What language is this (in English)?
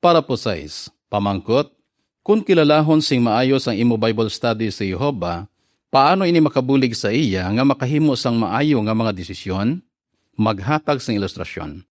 Hiligaynon